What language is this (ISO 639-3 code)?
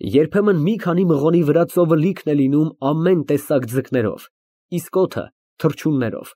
hye